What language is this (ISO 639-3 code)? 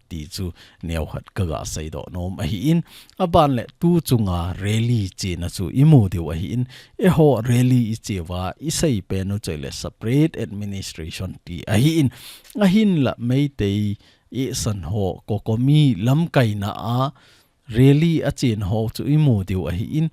tcz